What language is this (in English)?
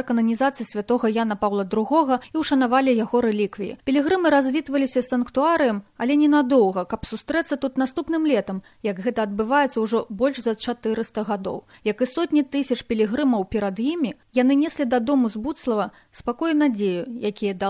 Belarusian